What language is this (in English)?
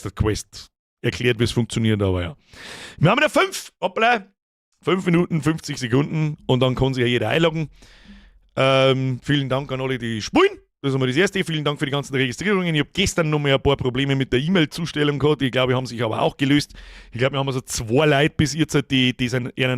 Bavarian